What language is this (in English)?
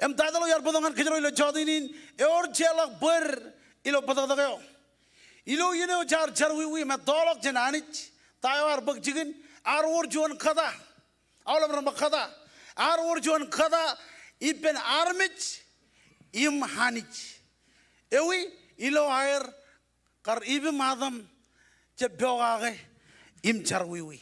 Marshallese